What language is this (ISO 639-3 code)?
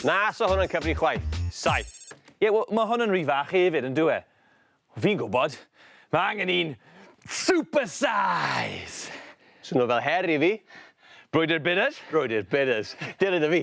cym